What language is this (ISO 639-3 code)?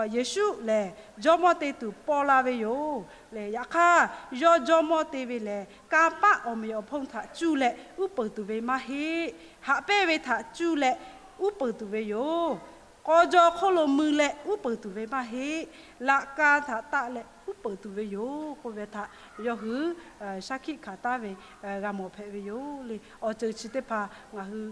lhu